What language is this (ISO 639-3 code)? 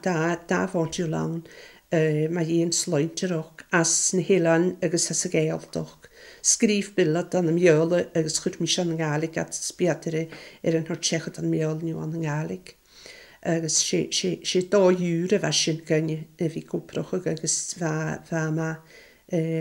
gla